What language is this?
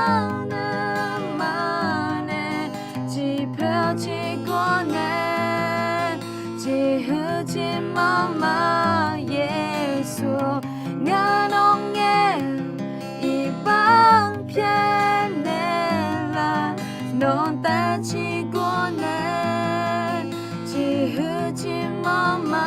Akha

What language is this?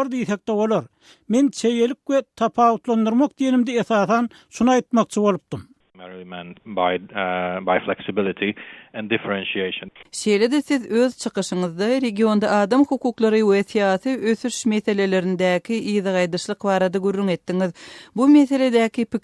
Turkmen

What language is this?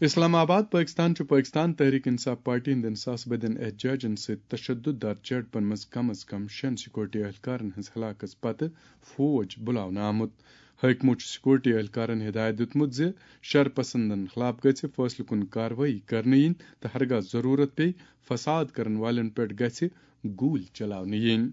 Kashmiri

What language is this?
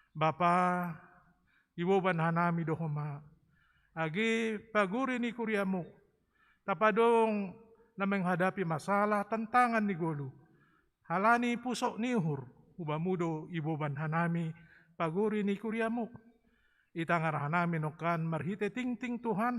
Batak Simalungun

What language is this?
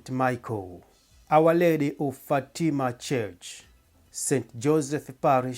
Nyanja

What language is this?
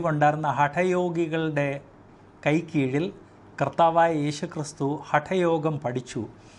Malayalam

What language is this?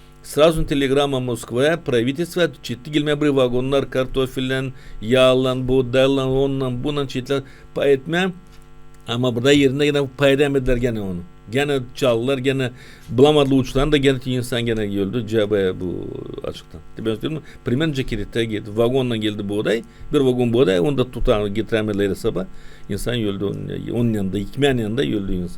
Gagauz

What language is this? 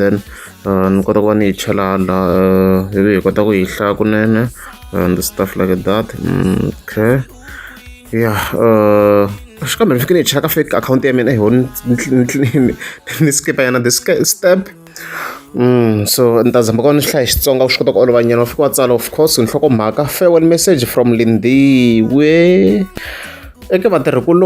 Tsonga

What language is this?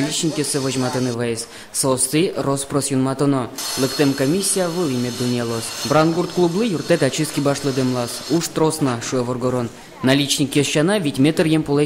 Udmurt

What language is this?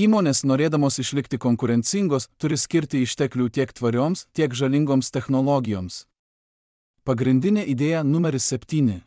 Lithuanian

